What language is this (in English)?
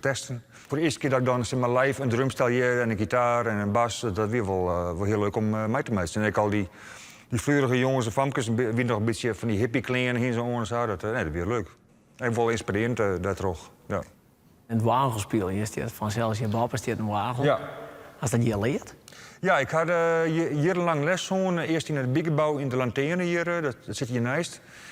Western Frisian